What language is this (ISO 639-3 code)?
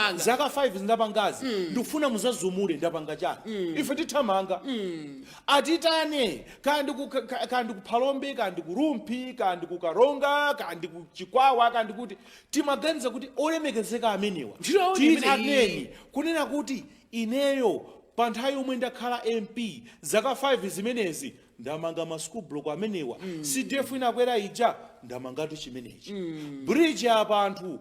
nya